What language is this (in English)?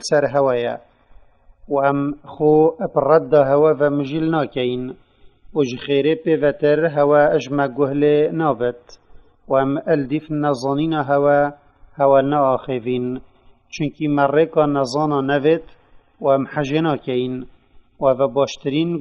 Kurdish